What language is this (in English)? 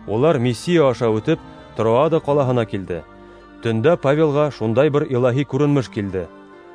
Bashkir